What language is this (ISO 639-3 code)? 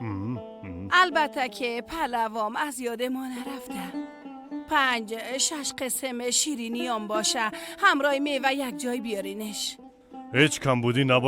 fas